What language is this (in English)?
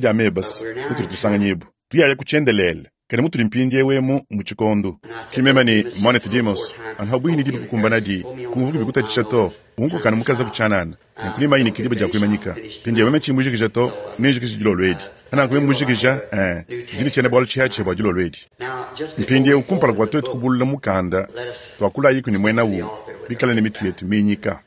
Luba-Lulua